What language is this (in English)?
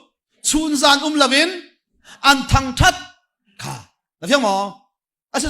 Hakha Chin